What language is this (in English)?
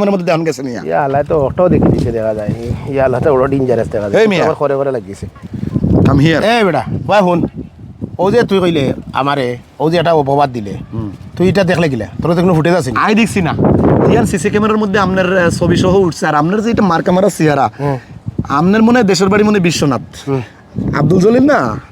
Sylheti